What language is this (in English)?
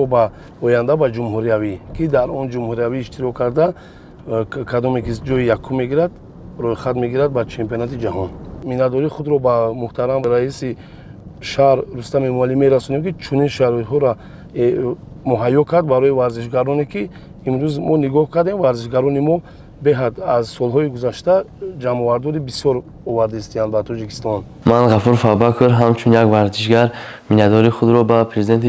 Tajik